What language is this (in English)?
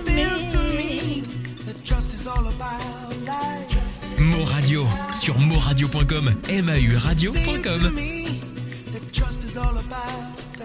Morisyen